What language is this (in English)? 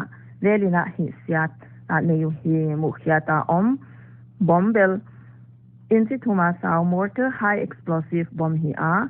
Paite Chin